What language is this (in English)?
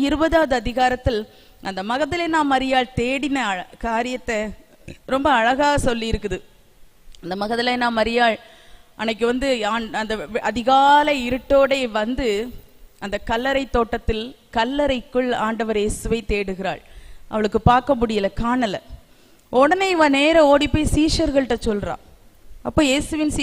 Tamil